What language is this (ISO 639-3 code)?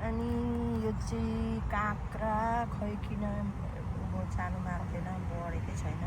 nep